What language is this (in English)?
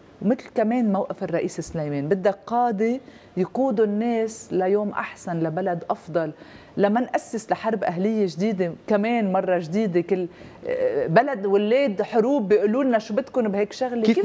North Levantine Arabic